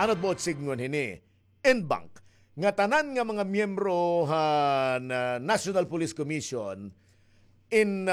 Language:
Waray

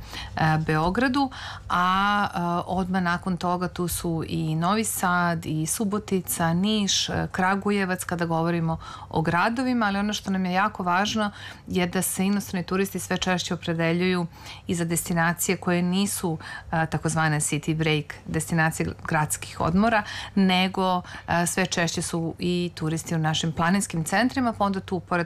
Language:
Serbian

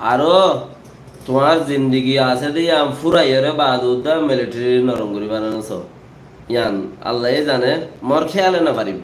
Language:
Rohingya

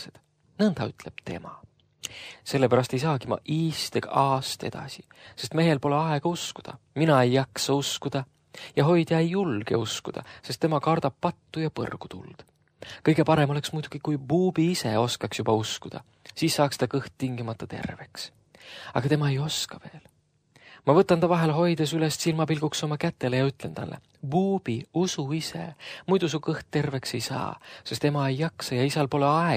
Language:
Estonian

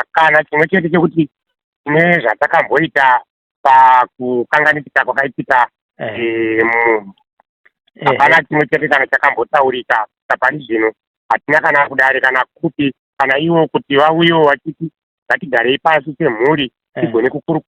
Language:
Shona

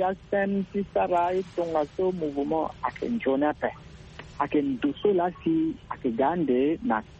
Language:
Sango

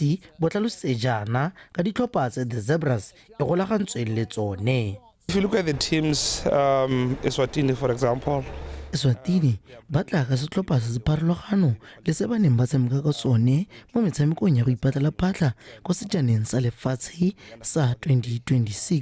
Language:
Tswana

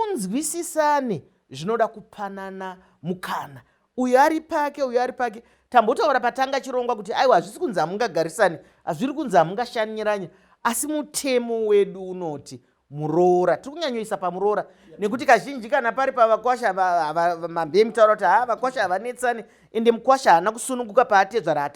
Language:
Shona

